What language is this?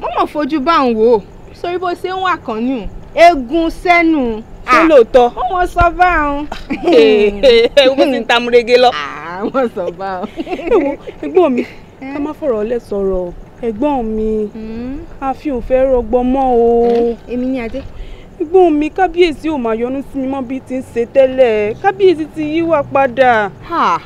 Yoruba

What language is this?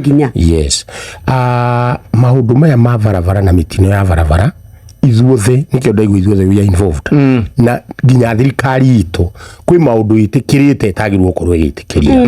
Kikuyu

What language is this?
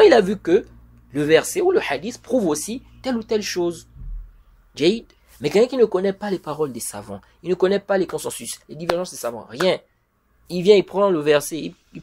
French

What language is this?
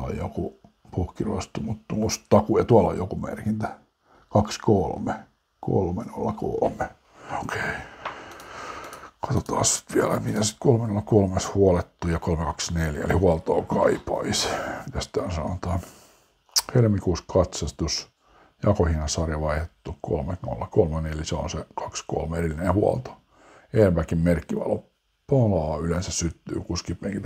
Finnish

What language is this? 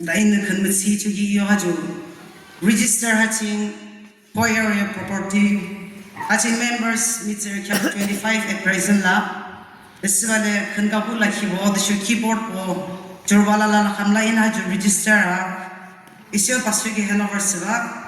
Yimchungru Naga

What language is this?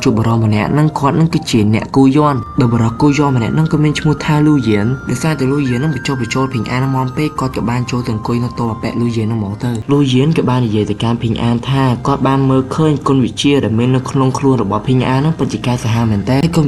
Khmer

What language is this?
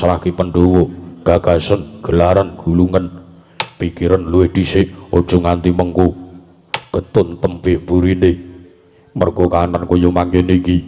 Javanese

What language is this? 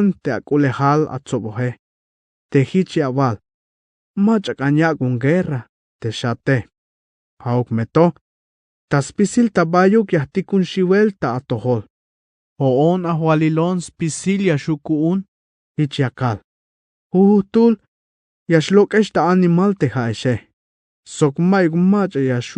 Tzeltal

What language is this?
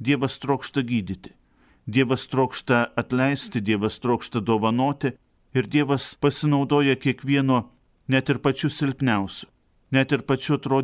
Lithuanian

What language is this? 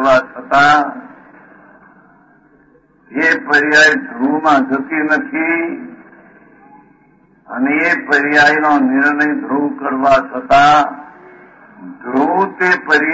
Gujarati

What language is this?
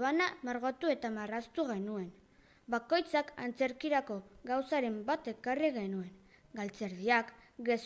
Basque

